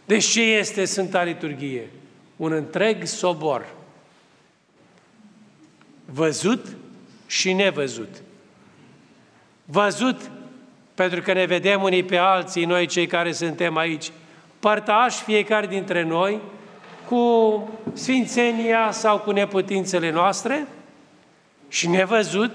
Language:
Romanian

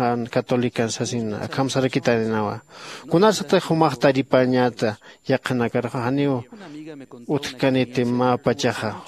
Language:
Aymara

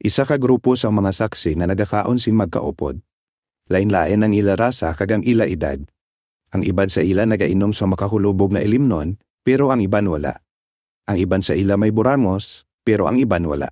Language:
Hiligaynon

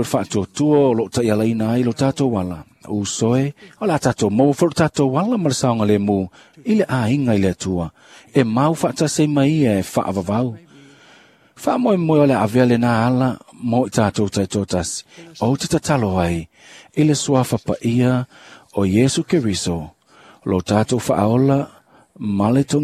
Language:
Samoan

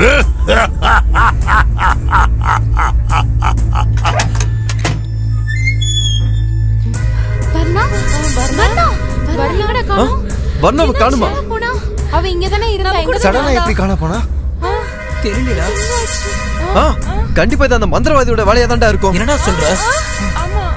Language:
Tamil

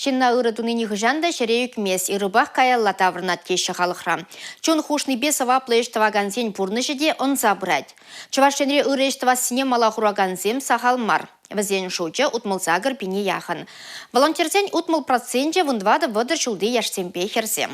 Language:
Chuvash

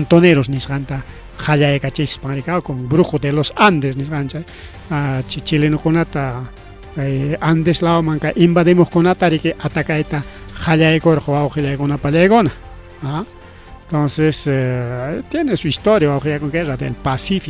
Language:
Ayacucho Quechua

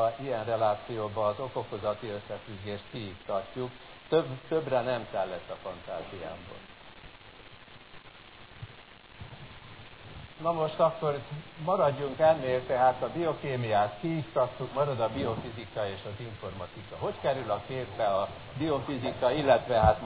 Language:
Hungarian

